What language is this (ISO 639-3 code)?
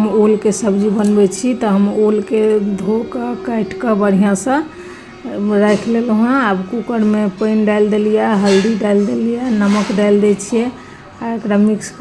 mai